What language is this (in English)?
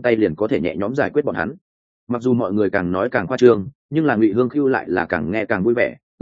Vietnamese